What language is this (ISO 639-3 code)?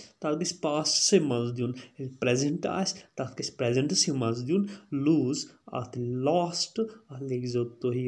kas